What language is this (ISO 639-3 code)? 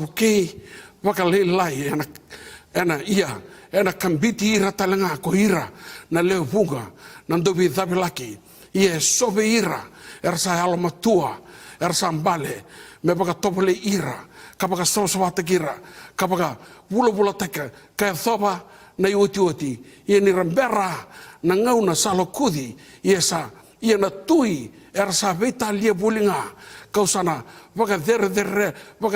fij